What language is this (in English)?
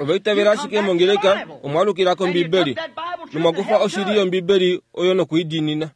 Kuanyama